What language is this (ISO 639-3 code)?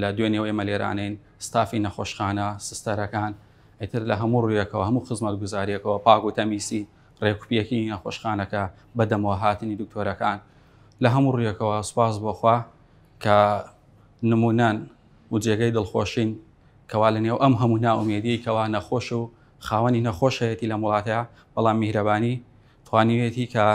ckb